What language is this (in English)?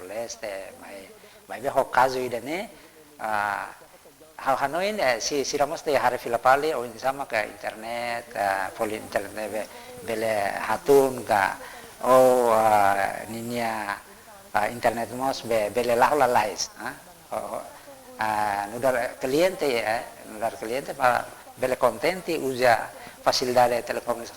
Tetum